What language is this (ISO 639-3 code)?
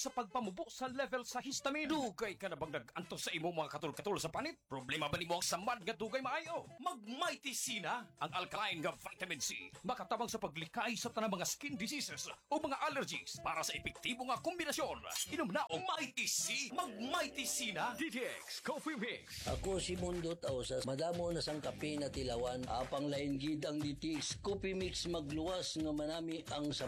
ceb